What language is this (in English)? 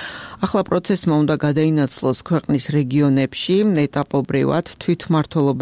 Georgian